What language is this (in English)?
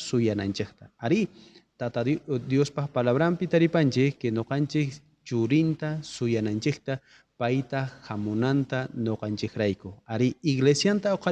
South Bolivian Quechua